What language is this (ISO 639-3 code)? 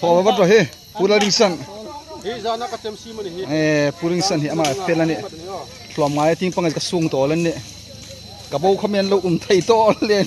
hmr